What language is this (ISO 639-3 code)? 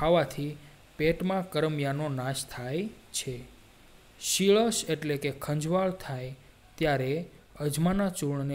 guj